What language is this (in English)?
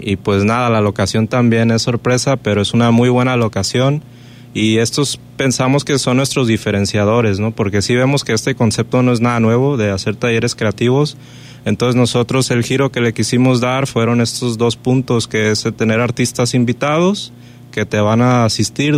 Spanish